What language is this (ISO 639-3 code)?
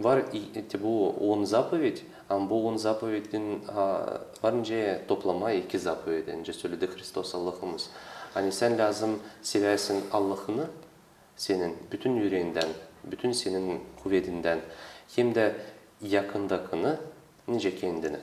gag